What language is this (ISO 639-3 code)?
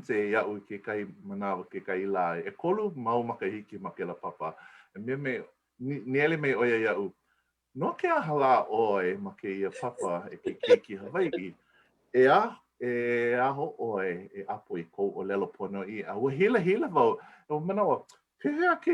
haw